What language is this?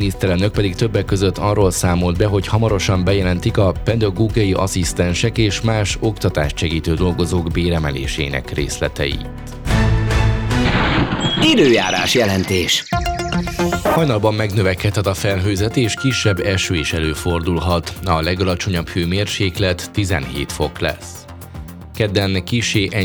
Hungarian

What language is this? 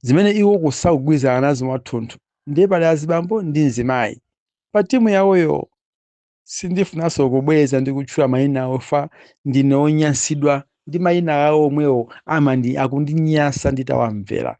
Nyanja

